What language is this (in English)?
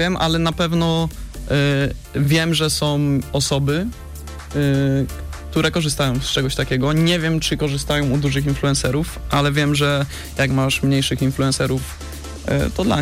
Polish